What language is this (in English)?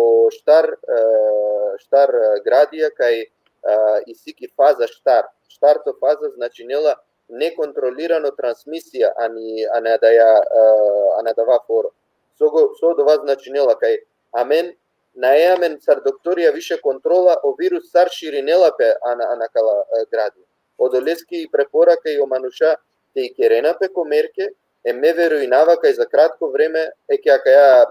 Balkan Romani